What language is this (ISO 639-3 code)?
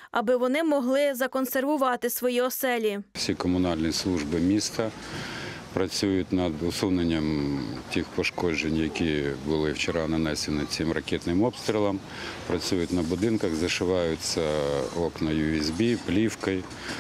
ukr